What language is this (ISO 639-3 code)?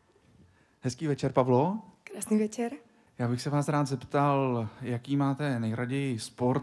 ces